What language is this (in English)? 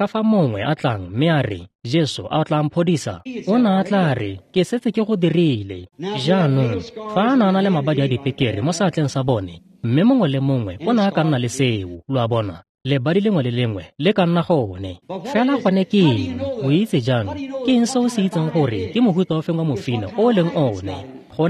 Tswana